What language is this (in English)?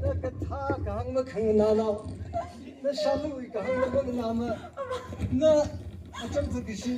Tangkhul Naga (India)